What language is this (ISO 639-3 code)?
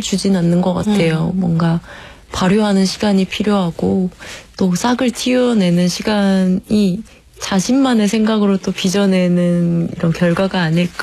kor